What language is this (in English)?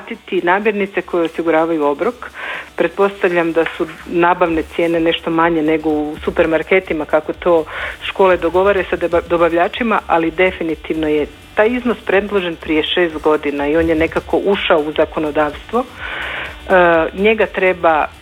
Croatian